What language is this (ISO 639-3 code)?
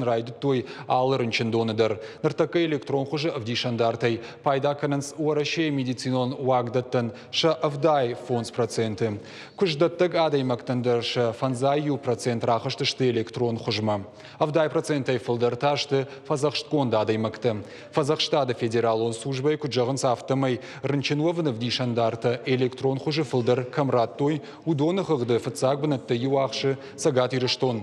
oss